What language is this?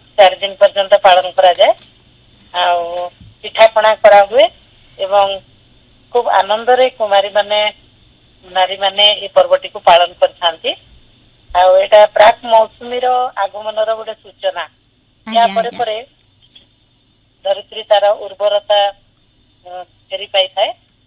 Odia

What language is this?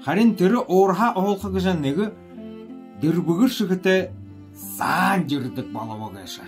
Buriat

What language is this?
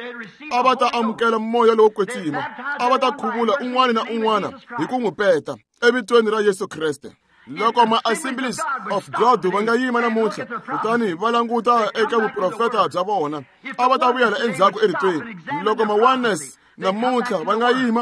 Tsonga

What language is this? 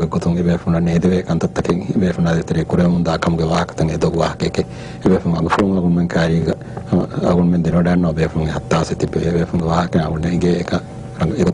Divehi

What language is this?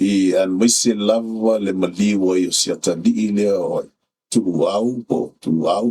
Samoan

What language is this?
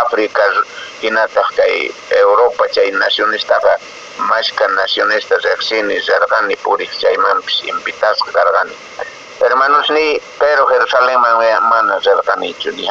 Quechua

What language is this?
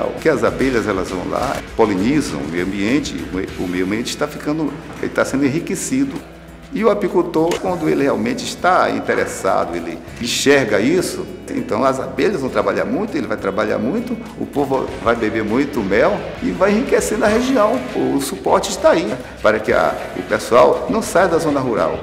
Portuguese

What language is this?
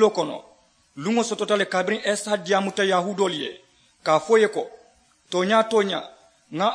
Mandingo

